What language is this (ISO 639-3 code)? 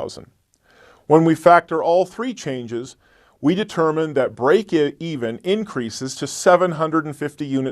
eng